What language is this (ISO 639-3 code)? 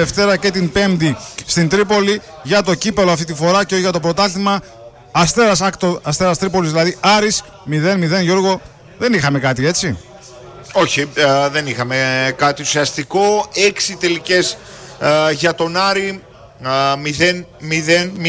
ell